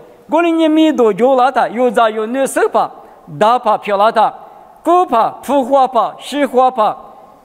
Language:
Lisu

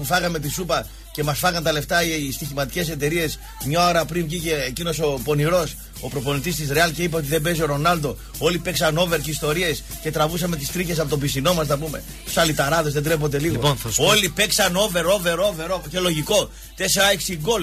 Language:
Greek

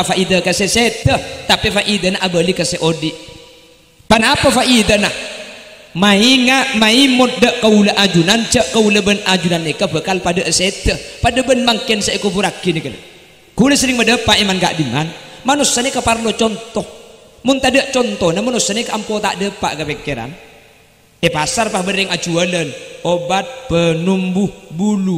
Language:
Madurese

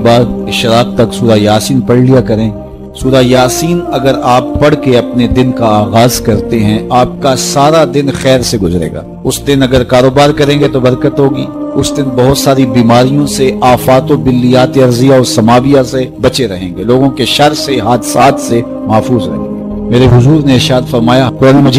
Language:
Urdu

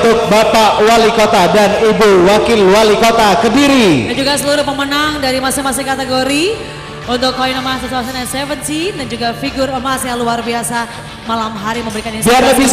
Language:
Indonesian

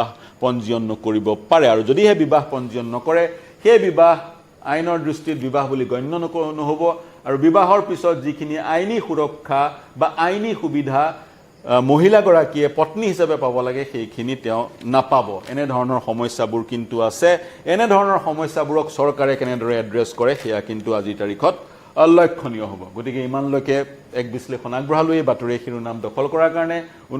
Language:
Assamese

